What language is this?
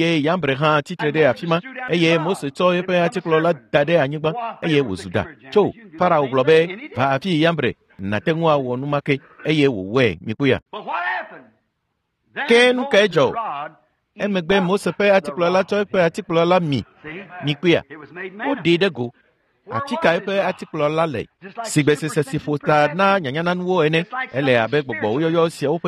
Ewe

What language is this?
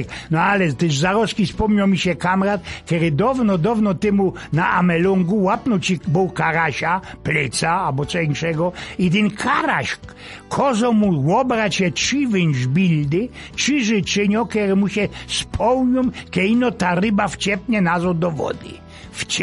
Silesian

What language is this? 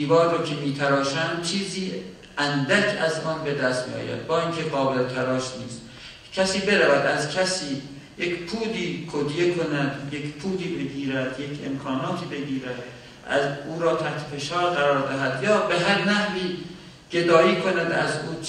Persian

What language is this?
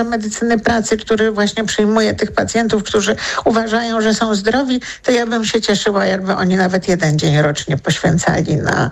Polish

